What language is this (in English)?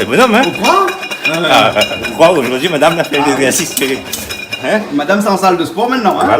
Réunion Creole French